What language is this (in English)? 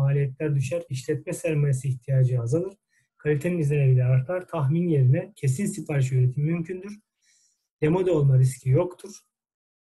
Turkish